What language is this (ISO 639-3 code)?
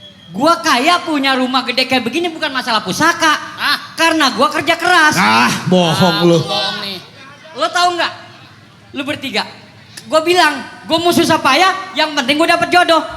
bew